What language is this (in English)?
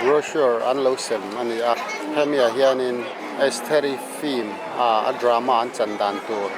Mizo